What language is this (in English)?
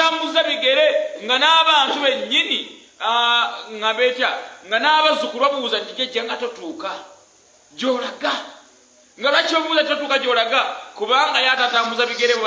Ganda